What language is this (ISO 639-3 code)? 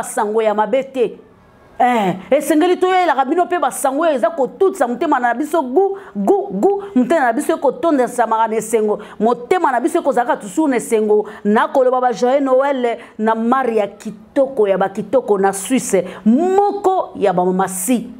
lin